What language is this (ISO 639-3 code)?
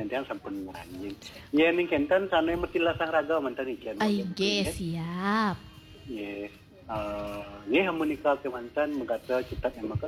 ban